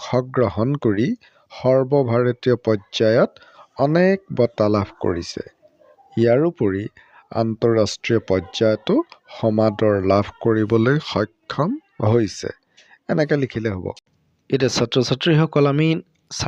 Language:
Assamese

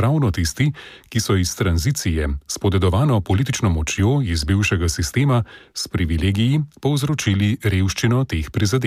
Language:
Slovenian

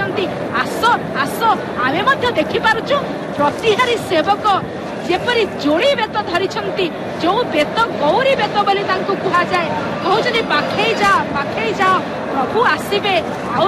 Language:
Odia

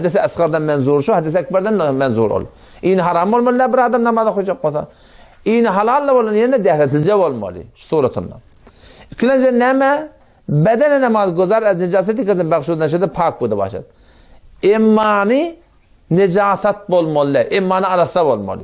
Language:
Turkmen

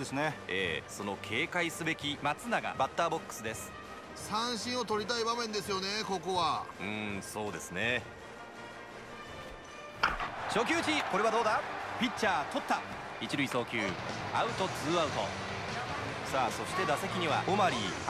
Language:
Japanese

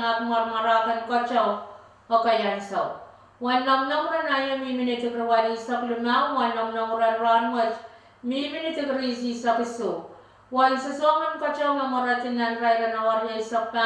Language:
Pohnpeian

